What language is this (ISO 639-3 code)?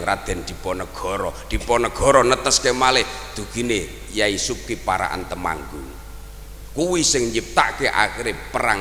jav